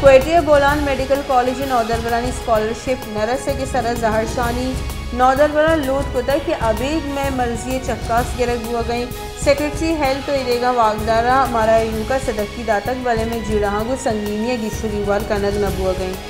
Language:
Baluchi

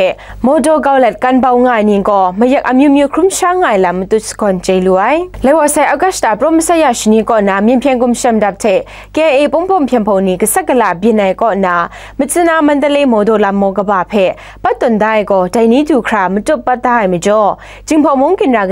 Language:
Kachin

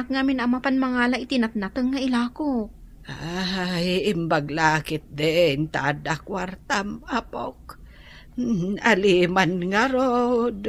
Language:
Iloko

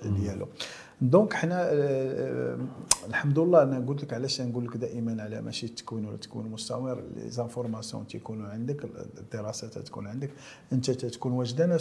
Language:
Moroccan Arabic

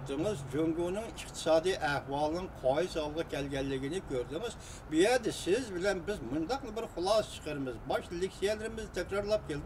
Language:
Uyghur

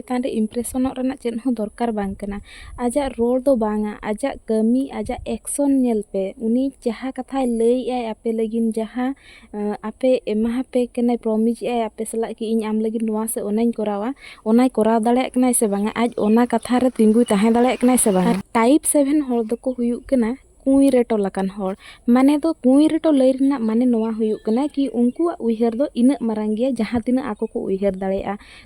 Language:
Santali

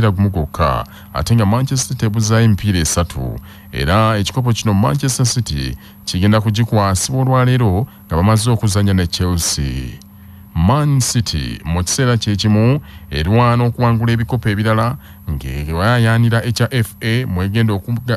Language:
Ganda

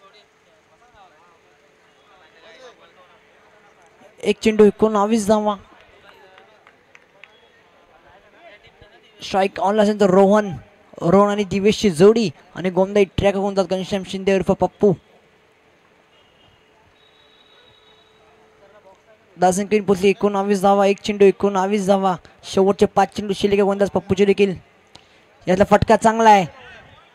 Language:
Marathi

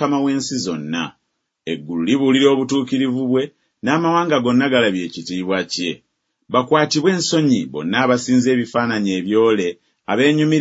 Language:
Ganda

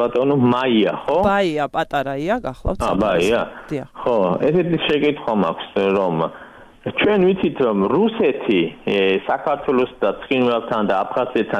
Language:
Georgian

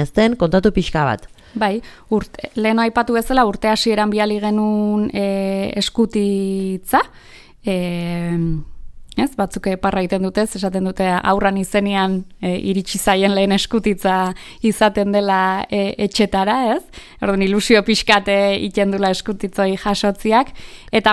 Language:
Basque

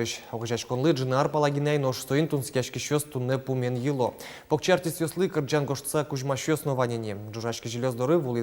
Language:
Udmurt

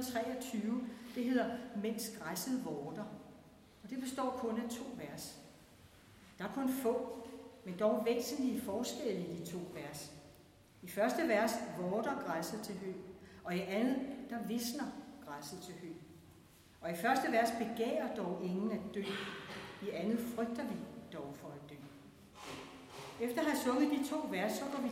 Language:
Danish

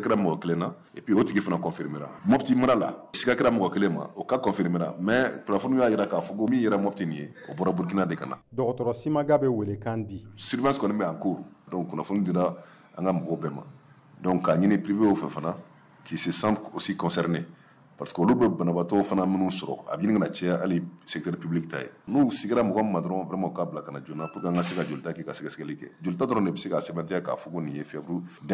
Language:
Bambara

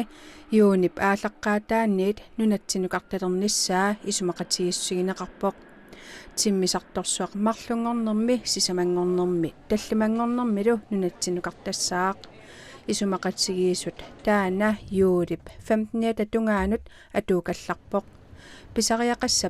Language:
Kalaallisut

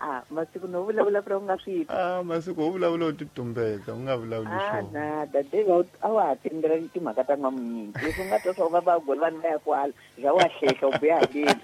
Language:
Tsonga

